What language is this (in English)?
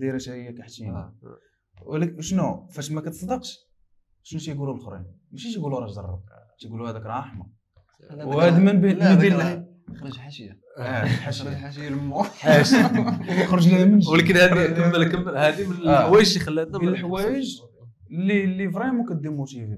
Moroccan Arabic